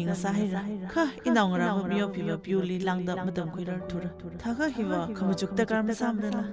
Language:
Tangkhul Naga (India)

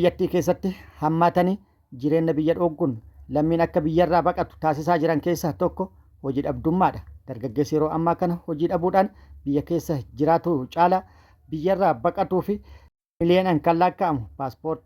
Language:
Oromo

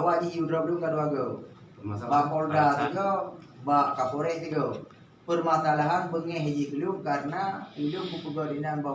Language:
Achinese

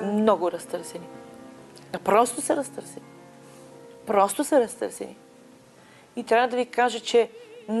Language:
Bulgarian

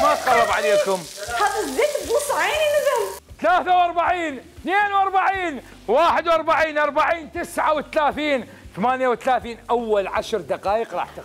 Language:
Mesopotamian Arabic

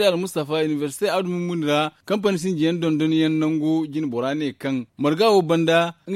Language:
Zarma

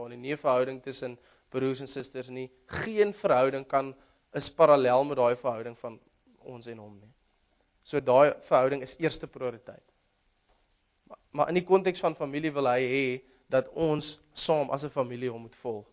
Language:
Afrikaans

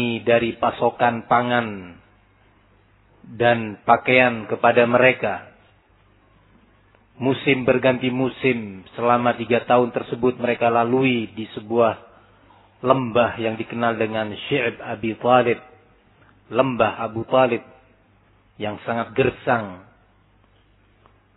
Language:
Indonesian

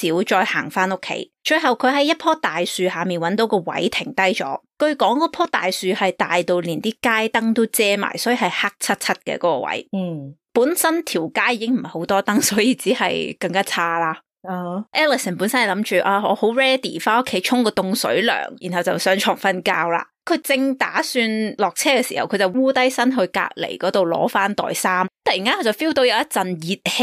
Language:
Cantonese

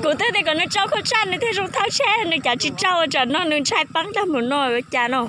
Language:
Hmong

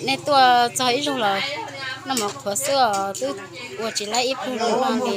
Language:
Hmong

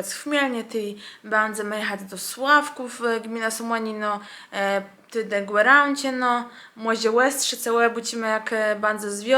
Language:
Kashubian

